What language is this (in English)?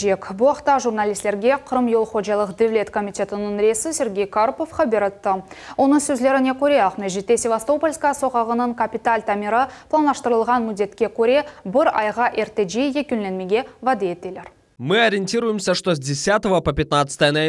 Crimean Tatar